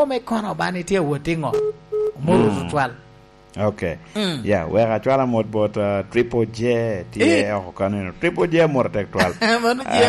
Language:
Lango (Uganda)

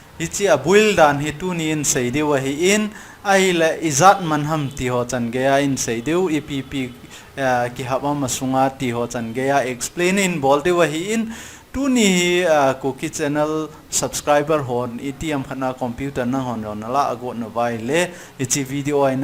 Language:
Thado Chin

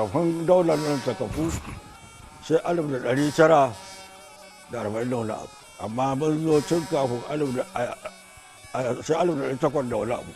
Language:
Hausa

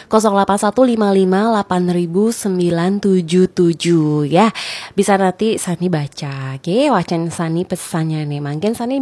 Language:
Balinese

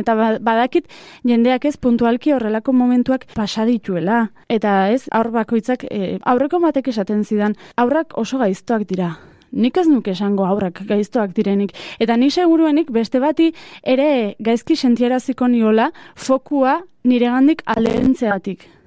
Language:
Basque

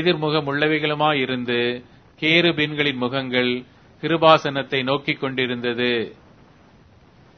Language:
Tamil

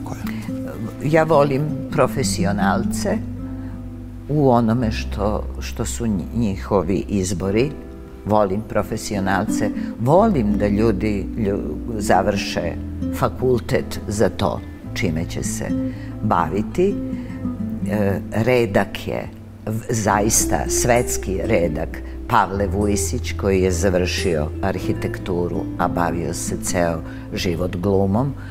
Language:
Serbian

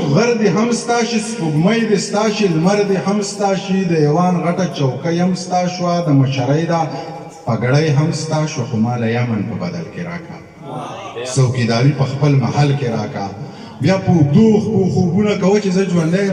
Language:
Pashto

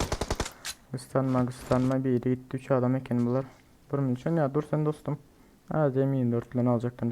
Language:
Turkmen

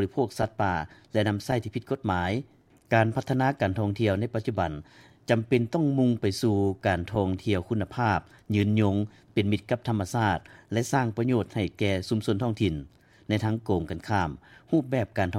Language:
Lao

